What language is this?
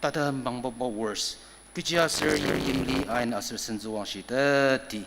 Ao Naga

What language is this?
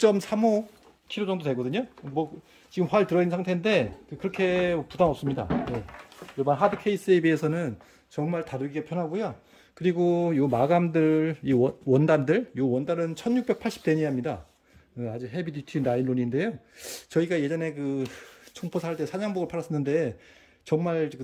Korean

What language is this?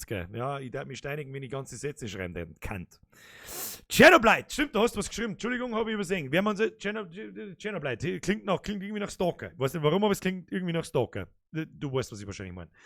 Bavarian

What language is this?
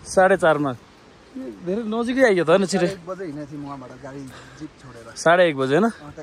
Nepali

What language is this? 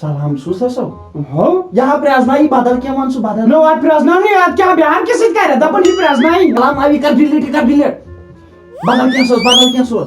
Kashmiri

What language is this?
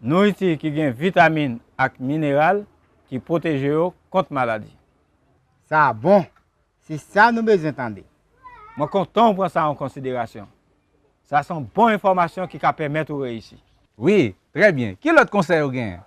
Haitian Creole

